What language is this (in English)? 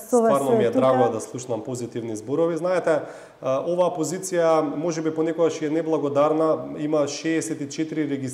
Macedonian